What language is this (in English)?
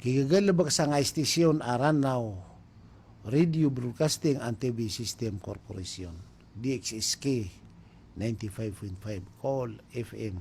Maranao